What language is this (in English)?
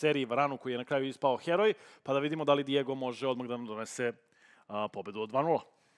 Serbian